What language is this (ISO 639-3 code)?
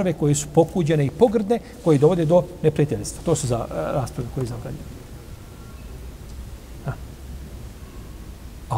bos